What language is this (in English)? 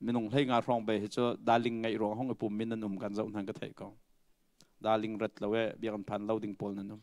Hakha Chin